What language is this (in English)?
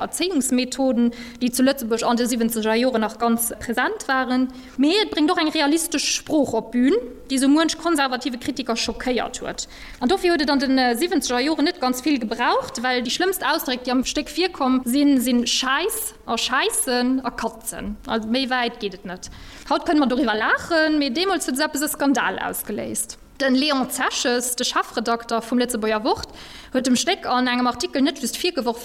Luxembourgish